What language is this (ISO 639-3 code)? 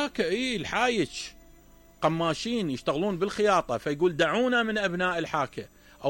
acm